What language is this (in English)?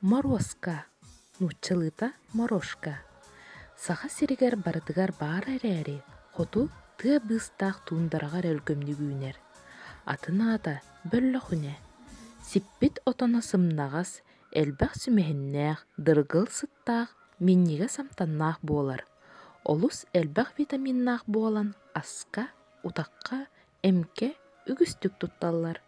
Yakut